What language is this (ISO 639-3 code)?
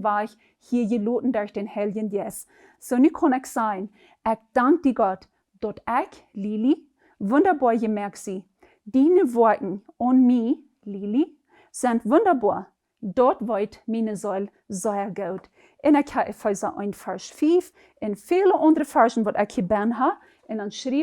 pdt